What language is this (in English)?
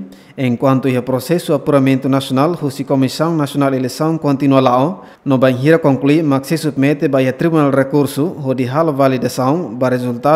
Tetum